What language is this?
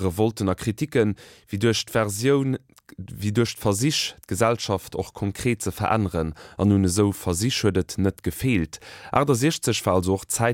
Luxembourgish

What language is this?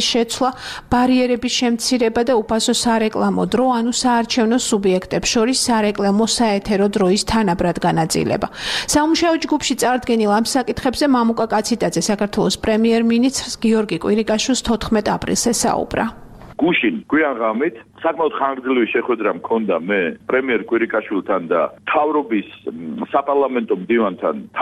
Georgian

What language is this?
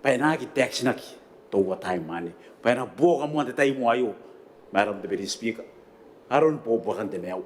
Gilbertese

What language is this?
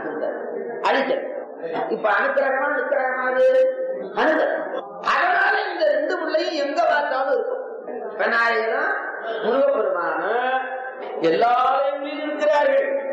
Tamil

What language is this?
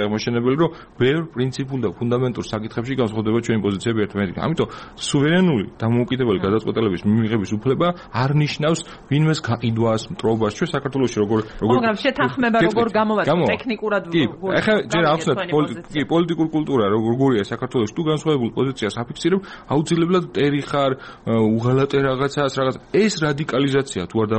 Georgian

